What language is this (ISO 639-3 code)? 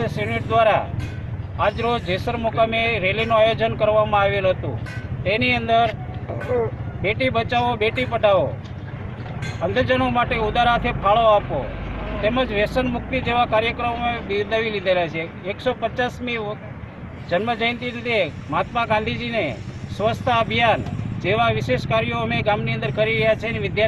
guj